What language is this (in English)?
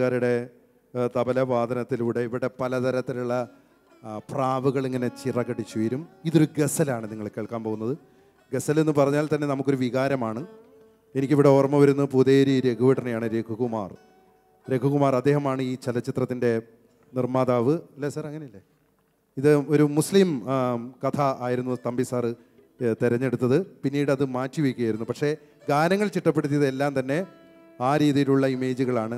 Malayalam